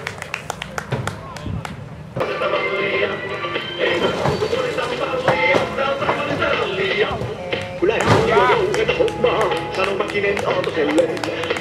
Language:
Finnish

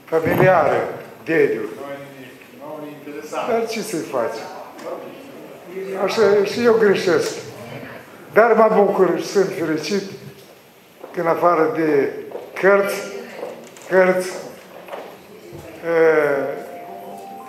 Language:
Romanian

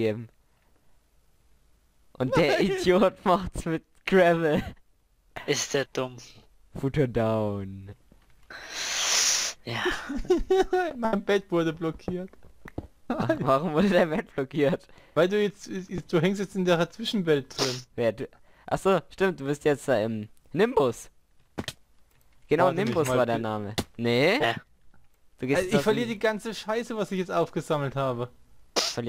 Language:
German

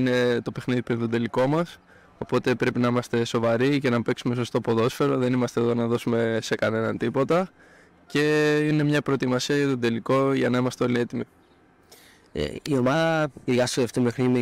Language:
Greek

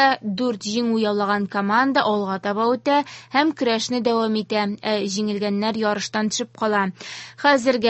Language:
Tatar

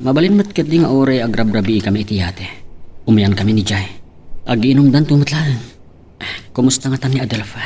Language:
Iloko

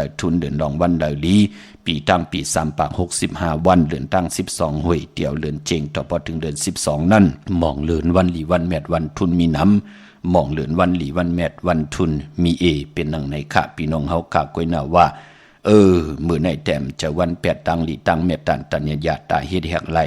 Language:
Shan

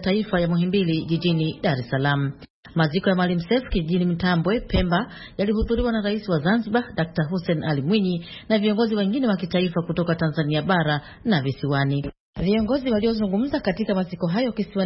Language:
Swahili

